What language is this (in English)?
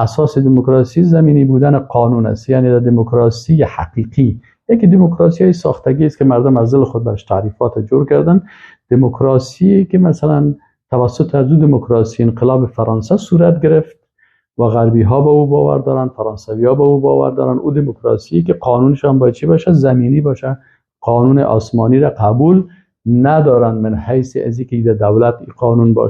Persian